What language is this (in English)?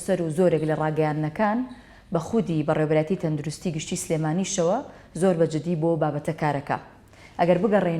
Central Kurdish